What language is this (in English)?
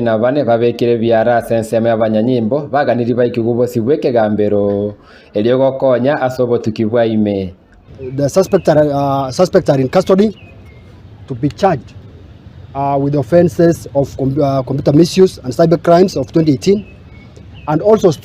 Gusii